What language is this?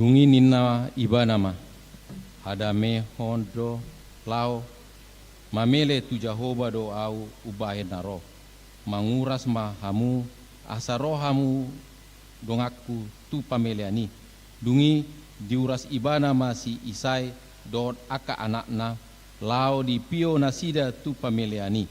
Batak Toba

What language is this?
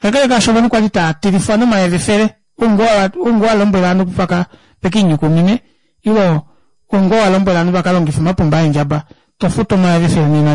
Kuanyama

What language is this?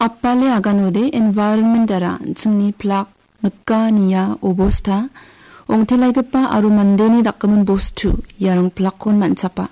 Garo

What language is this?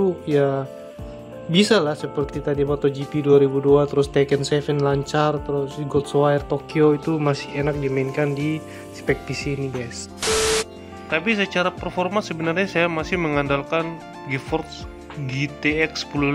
Indonesian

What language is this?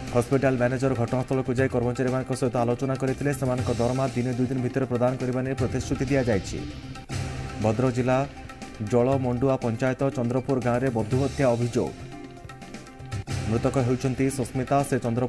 Odia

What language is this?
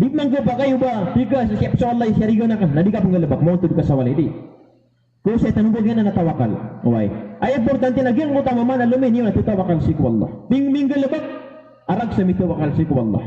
Maranao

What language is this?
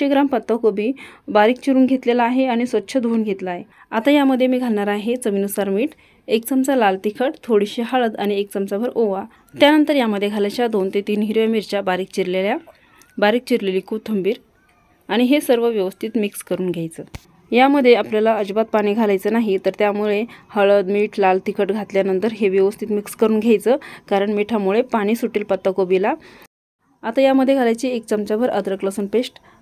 Marathi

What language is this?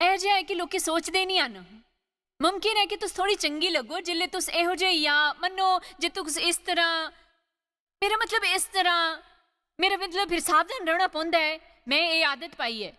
Dogri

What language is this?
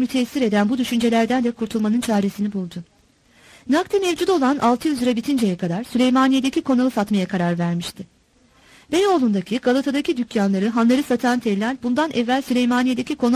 Turkish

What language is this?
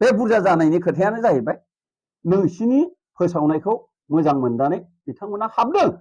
Bodo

